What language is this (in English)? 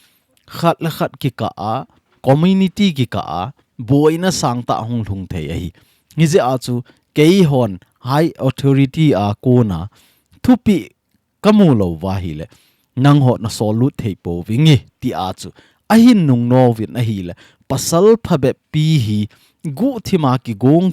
Thado Chin